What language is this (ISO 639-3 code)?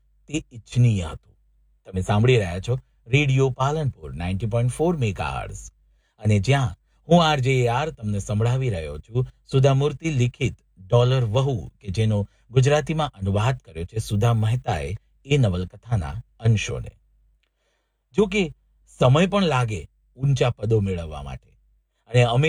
guj